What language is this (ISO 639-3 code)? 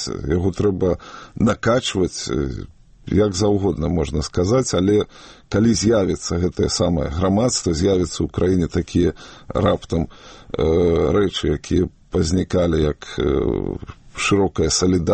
bel